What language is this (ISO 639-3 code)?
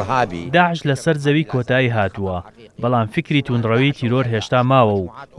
ckb